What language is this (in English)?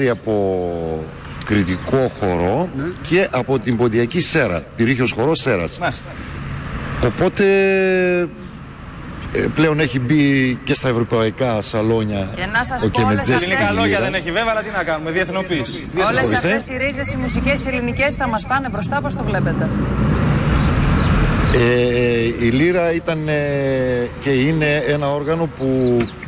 Greek